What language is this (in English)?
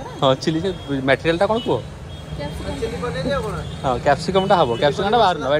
Odia